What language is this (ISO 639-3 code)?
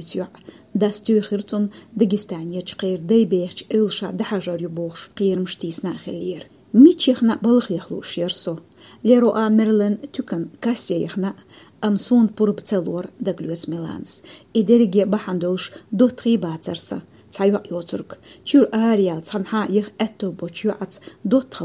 che